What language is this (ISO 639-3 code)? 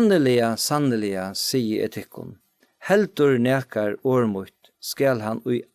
fao